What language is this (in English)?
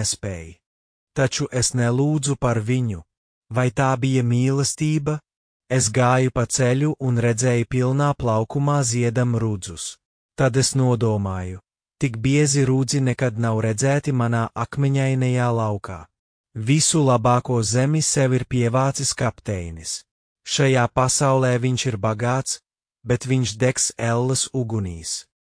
Latvian